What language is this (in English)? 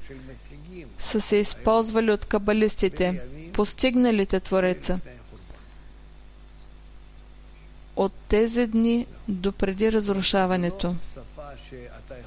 Bulgarian